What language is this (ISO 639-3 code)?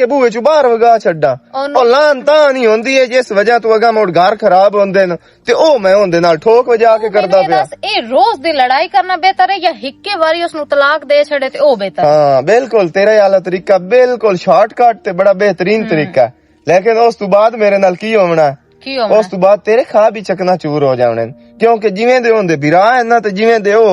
lah